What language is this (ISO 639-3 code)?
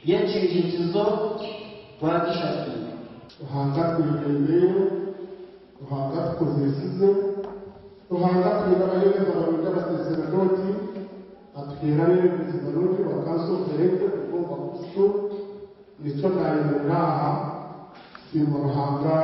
nyn